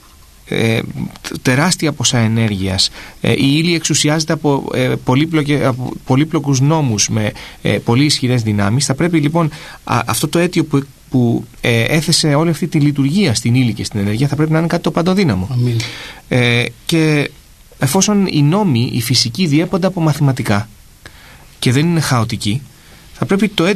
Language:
Greek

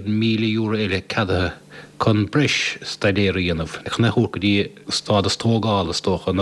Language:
Irish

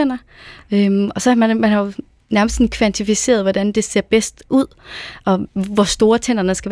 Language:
Danish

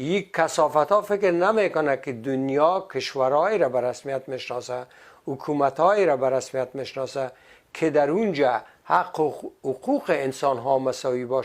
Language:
Tajik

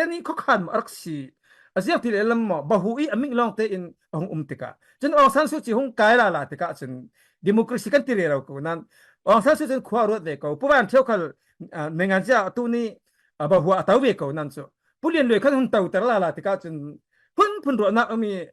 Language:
Falam Chin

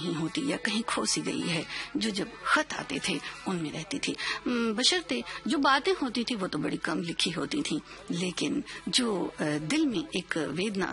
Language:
Hindi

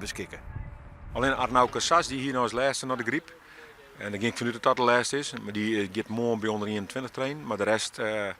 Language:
Western Frisian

